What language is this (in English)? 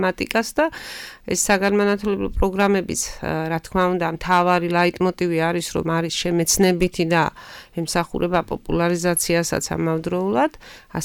Georgian